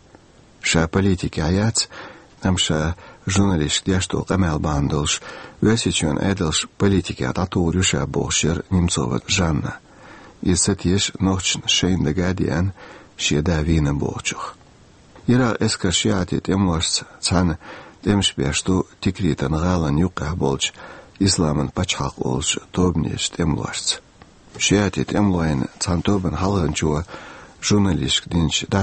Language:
Chechen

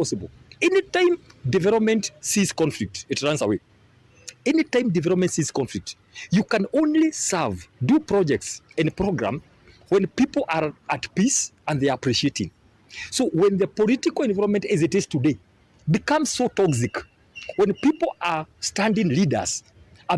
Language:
Kamba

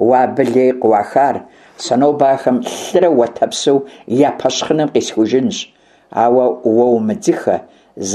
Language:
Kabardian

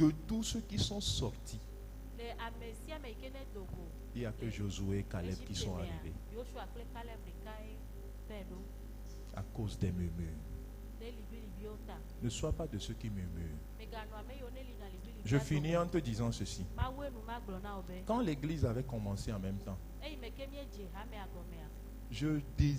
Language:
Ewe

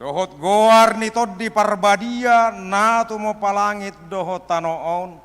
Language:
Batak Toba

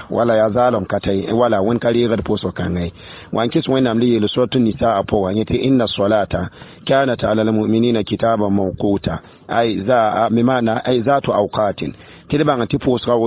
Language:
Mossi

